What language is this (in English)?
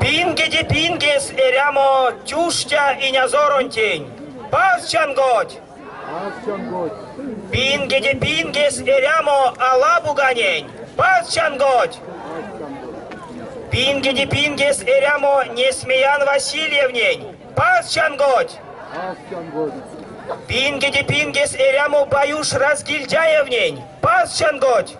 Erzya